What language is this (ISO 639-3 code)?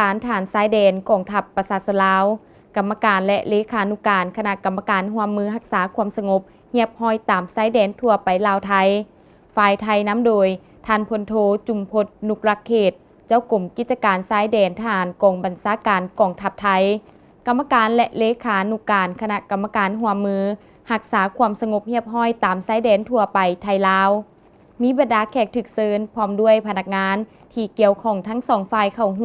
lao